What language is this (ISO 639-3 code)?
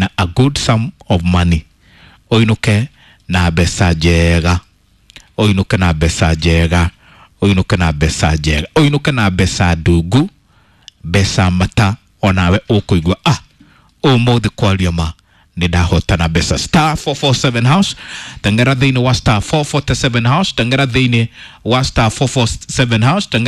kik